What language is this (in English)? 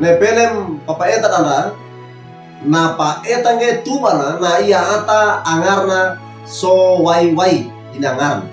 Wejewa